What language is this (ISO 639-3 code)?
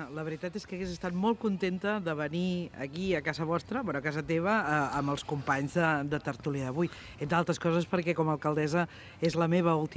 cat